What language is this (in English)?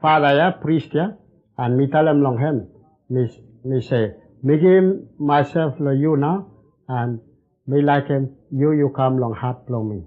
Bislama